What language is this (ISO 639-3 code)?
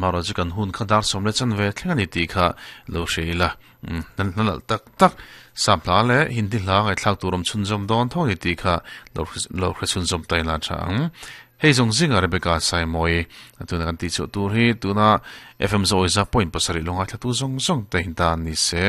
lus